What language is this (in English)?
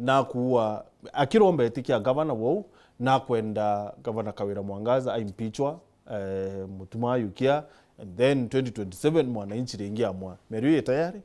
Meru